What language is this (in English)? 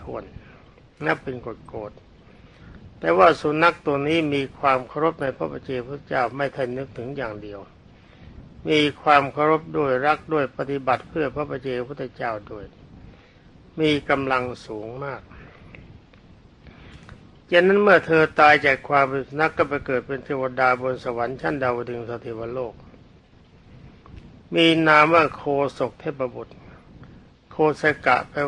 Thai